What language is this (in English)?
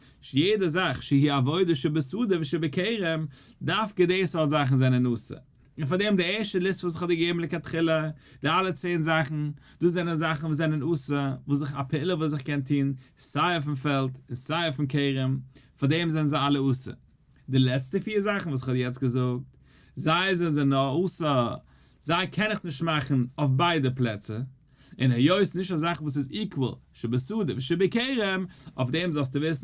Yiddish